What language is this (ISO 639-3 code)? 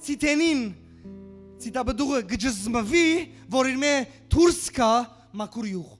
hyw